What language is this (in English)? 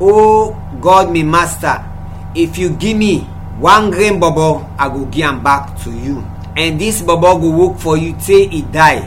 Krio